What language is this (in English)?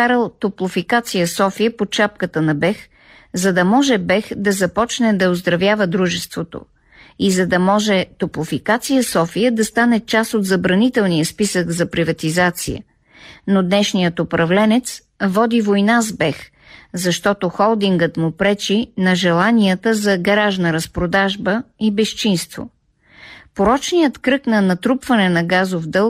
Bulgarian